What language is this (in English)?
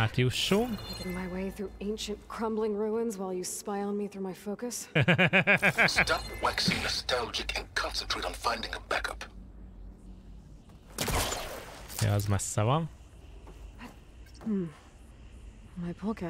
Hungarian